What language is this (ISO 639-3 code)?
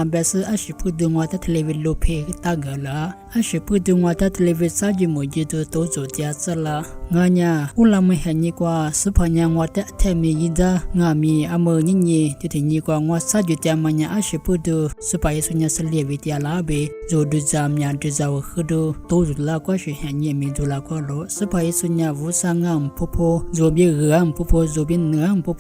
lis